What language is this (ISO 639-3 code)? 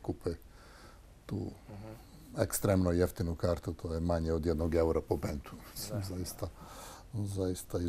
srp